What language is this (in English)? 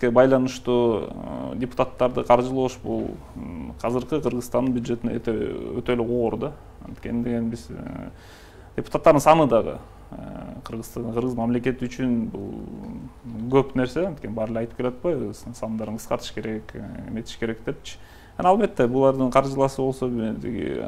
Kyrgyz